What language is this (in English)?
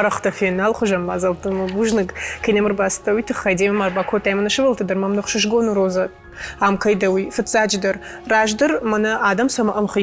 Ossetic